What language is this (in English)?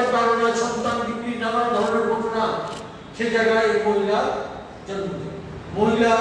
Kok Borok